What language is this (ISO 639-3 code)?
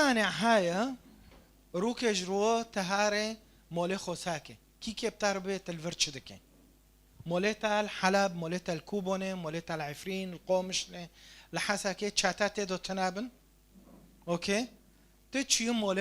kur